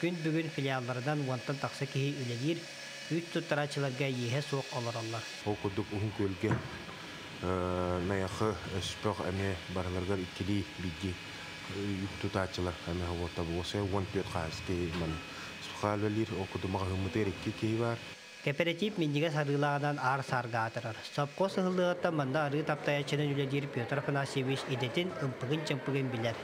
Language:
Yakut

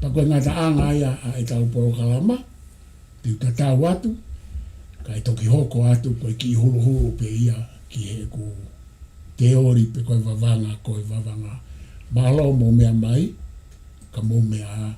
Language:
Tongan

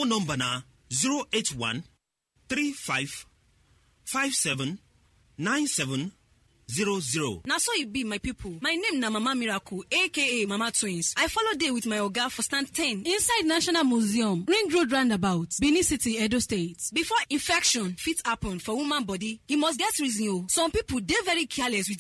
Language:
Nigerian Pidgin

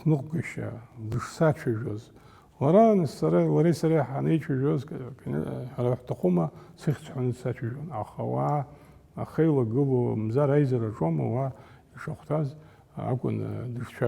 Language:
Abkhazian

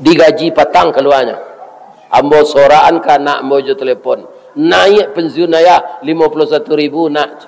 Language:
Minangkabau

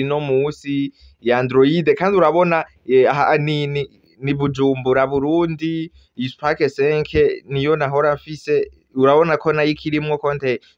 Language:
Rundi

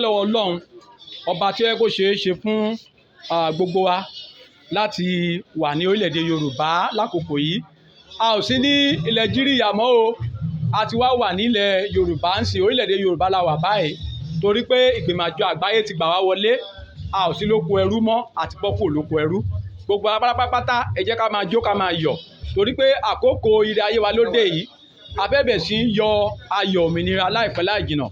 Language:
Yoruba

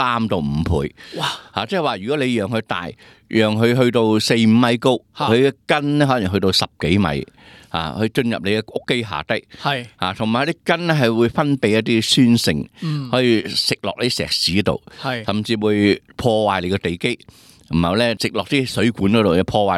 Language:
Cantonese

